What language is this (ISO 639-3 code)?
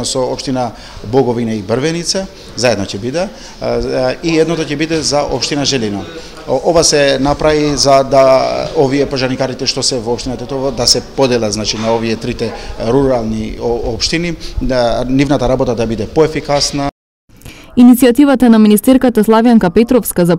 mkd